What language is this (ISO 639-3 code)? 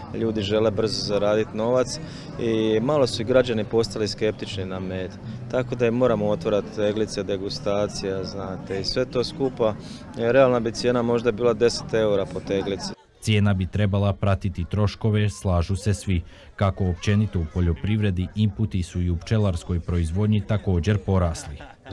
hrv